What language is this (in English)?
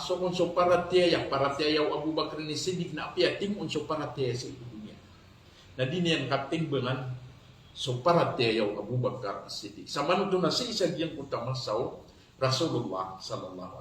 Maranao